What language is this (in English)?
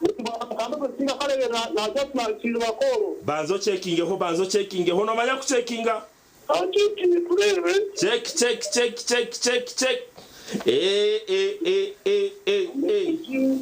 Nyankole